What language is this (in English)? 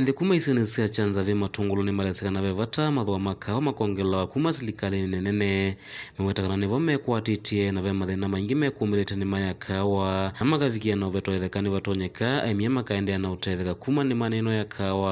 Kamba